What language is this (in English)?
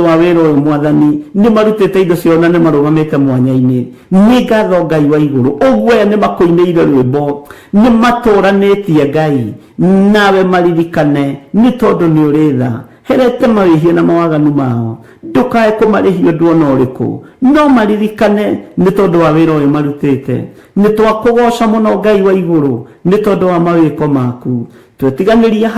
Kikuyu